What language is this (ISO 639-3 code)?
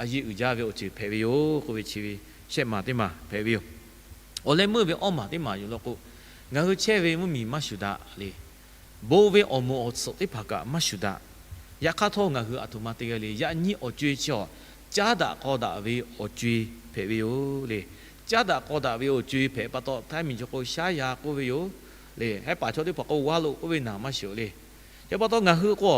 lhu